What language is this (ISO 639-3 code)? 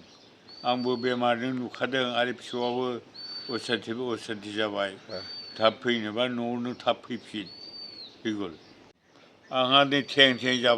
brx